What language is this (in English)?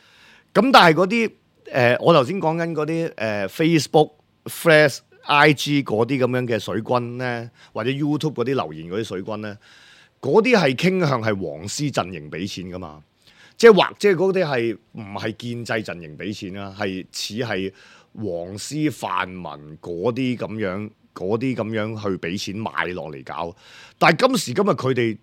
Cantonese